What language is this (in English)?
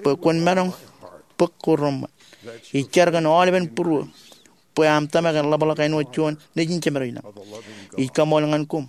Marshallese